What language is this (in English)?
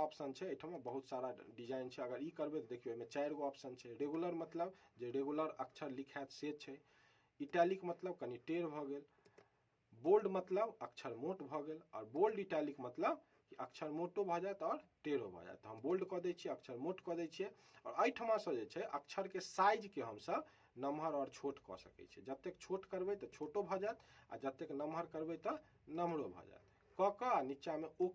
Maithili